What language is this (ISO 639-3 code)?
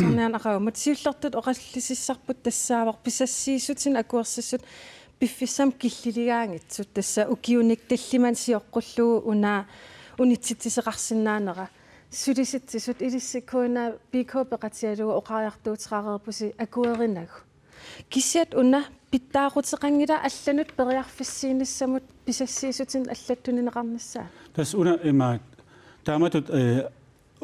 kal